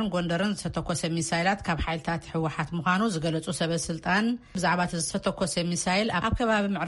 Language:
Tigrinya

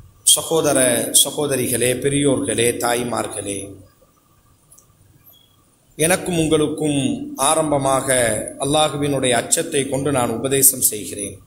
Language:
Tamil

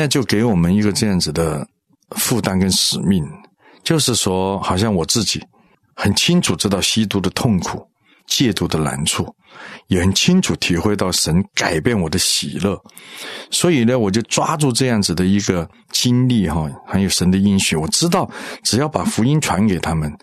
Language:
Chinese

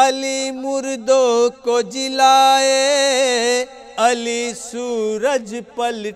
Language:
Urdu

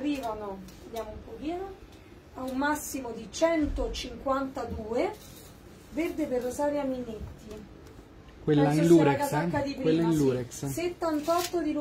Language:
Italian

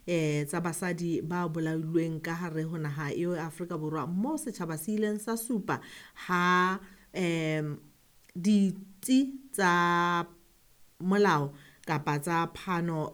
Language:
Southern Sotho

